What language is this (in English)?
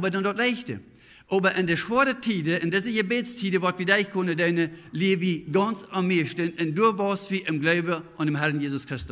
Plautdietsch